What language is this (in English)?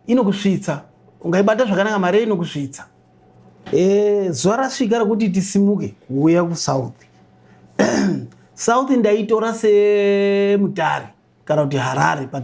Shona